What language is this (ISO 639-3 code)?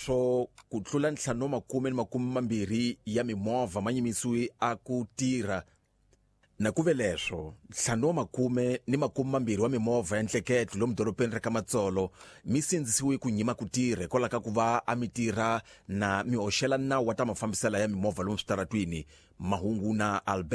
tso